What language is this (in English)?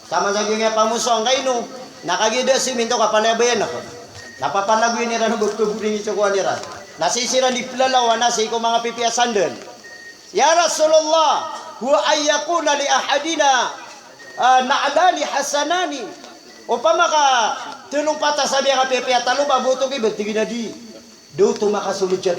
Maranao